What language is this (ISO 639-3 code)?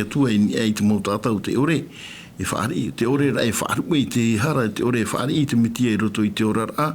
tah